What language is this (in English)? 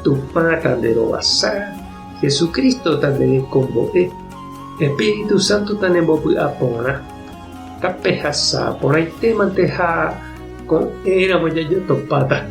Guarani